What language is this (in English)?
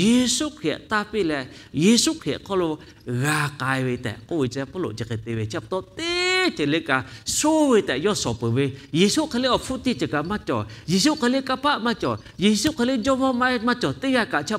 Lahu